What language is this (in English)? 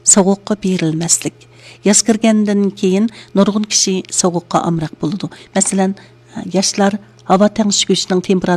Uyghur